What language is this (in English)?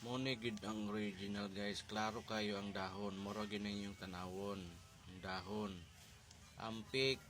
Hiligaynon